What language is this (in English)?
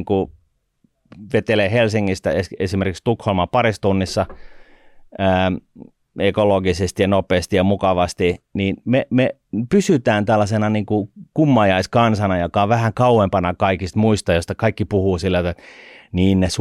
Finnish